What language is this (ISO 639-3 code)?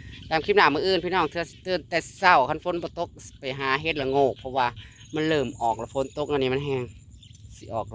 tts